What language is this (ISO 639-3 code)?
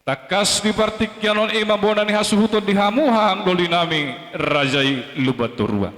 bbc